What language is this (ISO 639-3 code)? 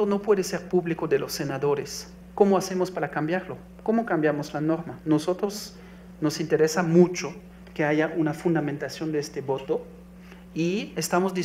spa